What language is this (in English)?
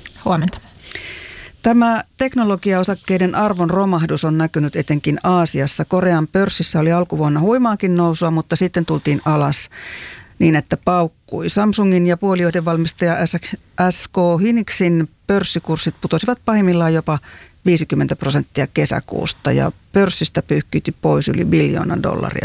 Finnish